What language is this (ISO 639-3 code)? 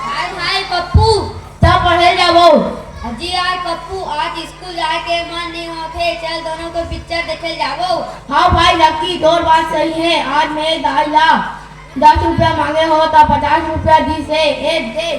hne